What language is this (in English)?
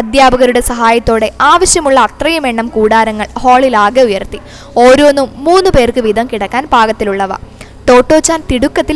Malayalam